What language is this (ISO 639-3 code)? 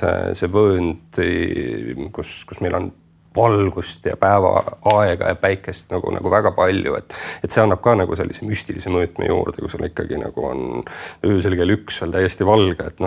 est